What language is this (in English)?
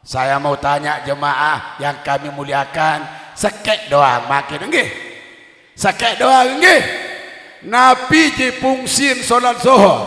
Sasak